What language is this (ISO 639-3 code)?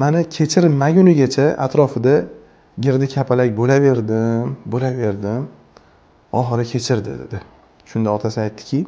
uzb